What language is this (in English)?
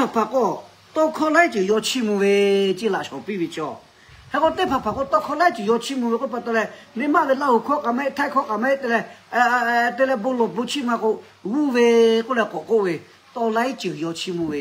Lahu